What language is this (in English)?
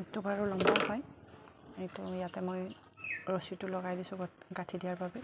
Assamese